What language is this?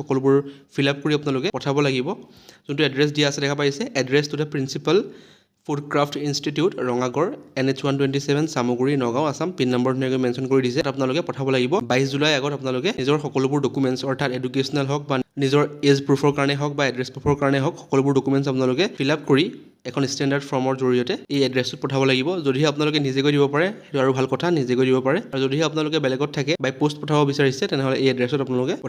Assamese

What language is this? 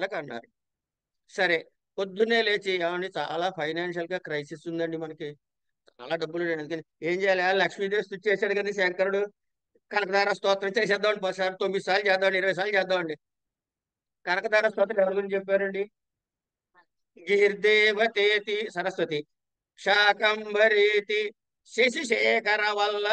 Telugu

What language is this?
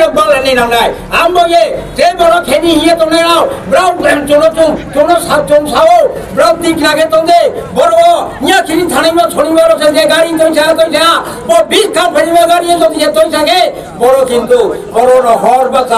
Riang (India)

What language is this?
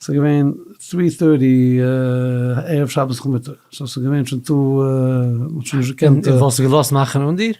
Yiddish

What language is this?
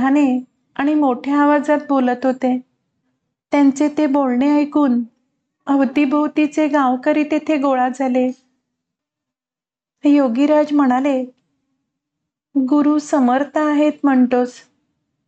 Marathi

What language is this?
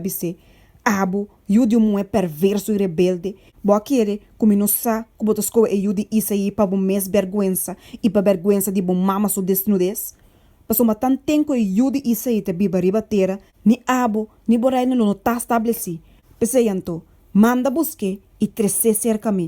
Papiamento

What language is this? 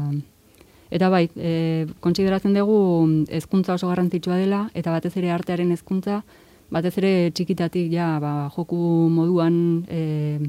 Basque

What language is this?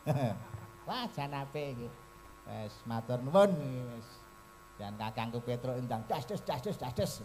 Javanese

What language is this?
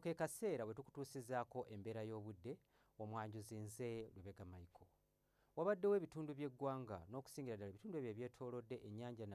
Ganda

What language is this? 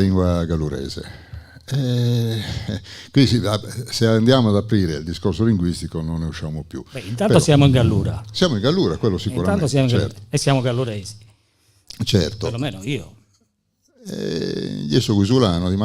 Gallurese Sardinian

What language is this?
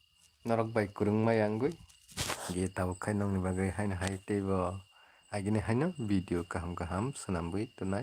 Kok Borok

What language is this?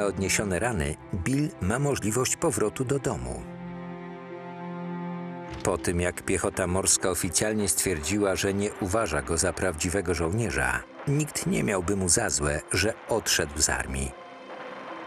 Polish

